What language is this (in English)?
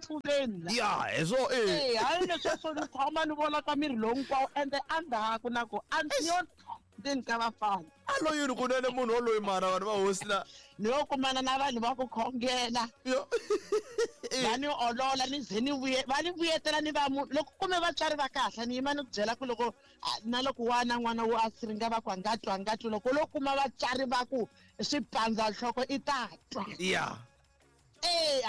Tsonga